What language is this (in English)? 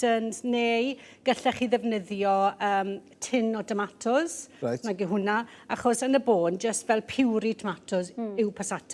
Welsh